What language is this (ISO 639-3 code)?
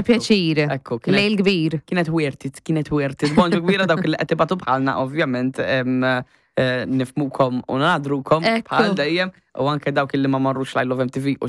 mlt